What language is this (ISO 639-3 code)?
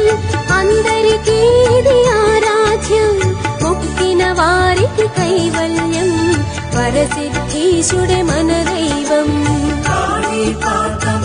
tel